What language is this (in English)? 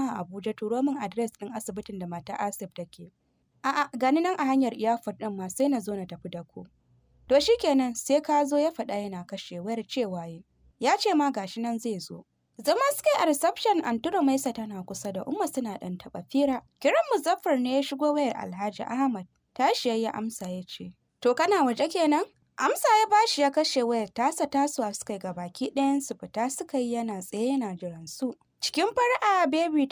Hausa